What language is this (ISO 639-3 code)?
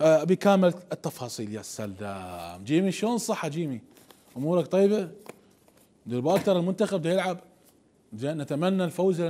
acm